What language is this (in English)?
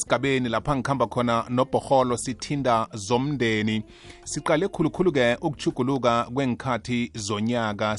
South Ndebele